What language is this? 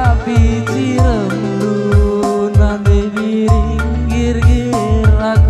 Batak Karo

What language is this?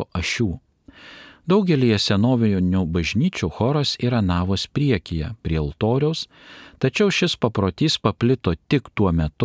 Lithuanian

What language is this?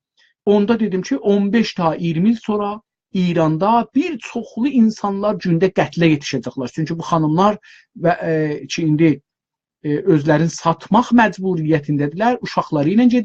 South Azerbaijani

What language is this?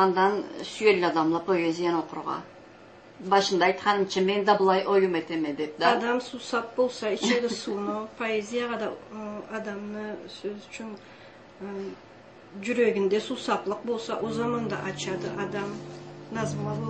Karachay-Balkar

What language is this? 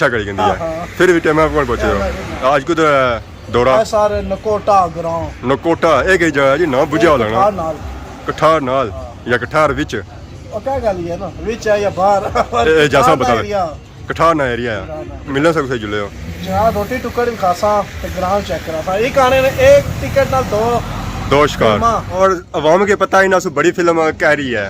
Pahari-Potwari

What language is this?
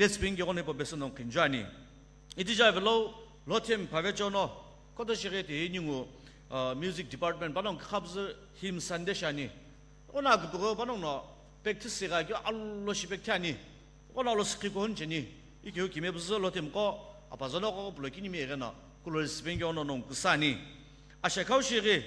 Sumi Naga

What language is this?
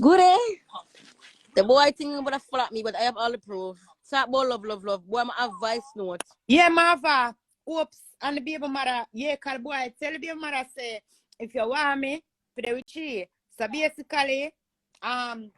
Jamaican Creole English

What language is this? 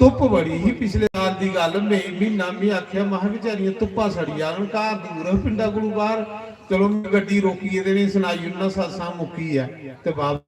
Dogri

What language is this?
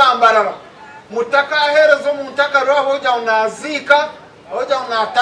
Nyankole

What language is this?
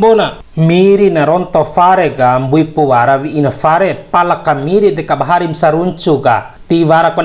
Bima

